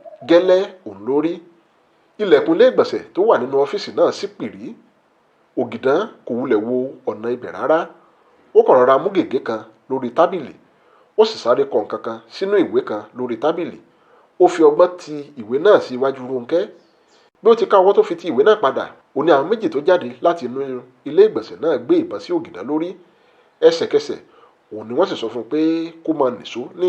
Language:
Yoruba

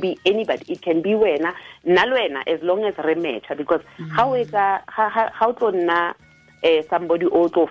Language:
Tswana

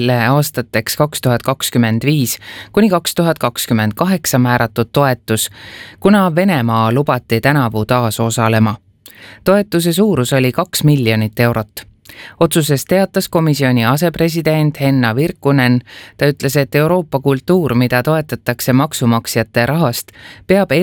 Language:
Estonian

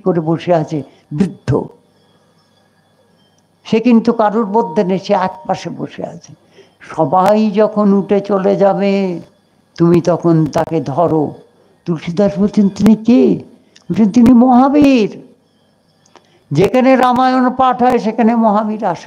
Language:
Bangla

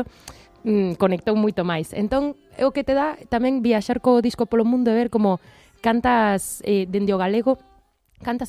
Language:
Galician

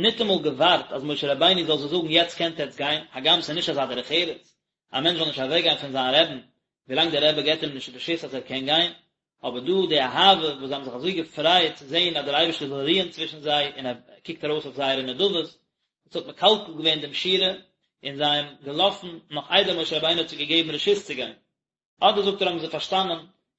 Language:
Yiddish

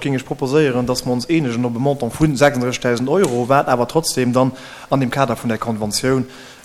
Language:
Luxembourgish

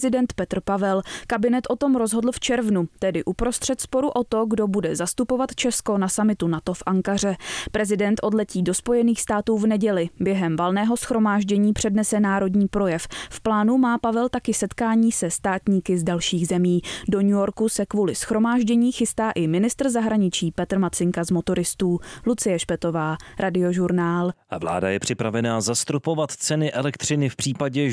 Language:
Czech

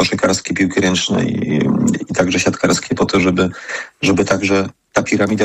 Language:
Polish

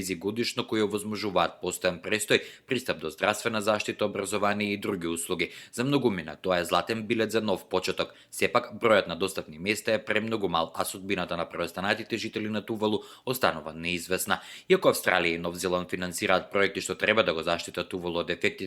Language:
Macedonian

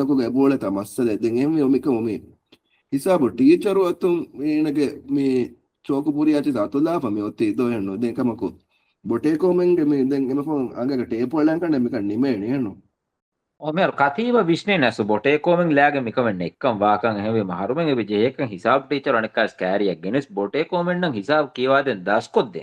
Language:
Divehi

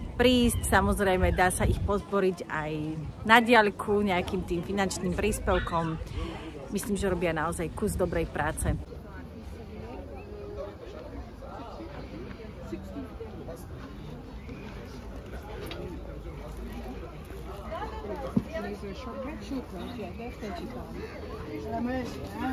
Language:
Slovak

